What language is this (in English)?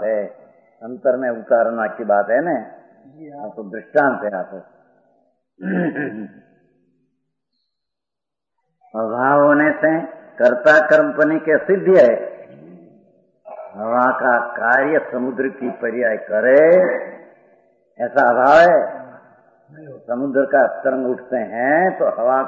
Hindi